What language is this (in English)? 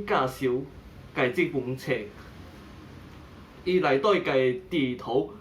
Min Nan Chinese